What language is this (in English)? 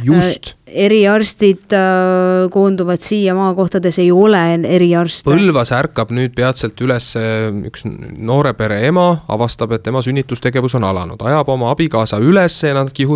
Estonian